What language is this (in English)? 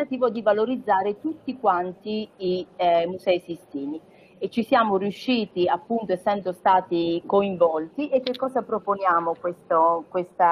Italian